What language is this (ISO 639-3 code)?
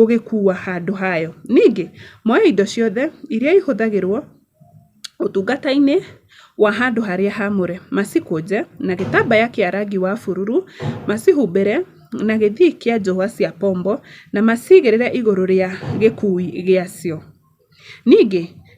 kik